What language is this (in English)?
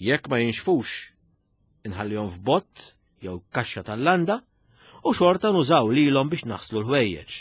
Maltese